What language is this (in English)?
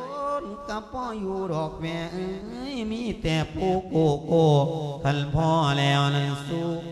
Lao